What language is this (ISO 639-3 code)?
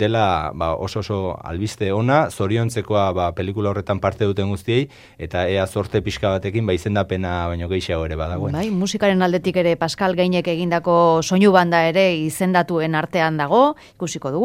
eus